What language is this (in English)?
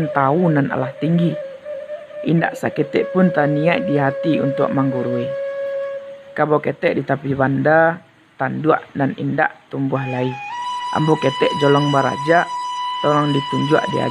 Minangkabau